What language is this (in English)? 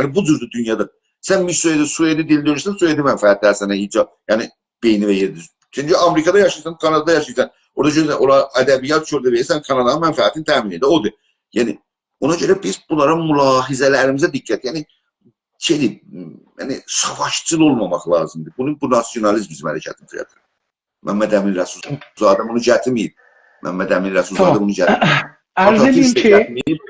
South Azerbaijani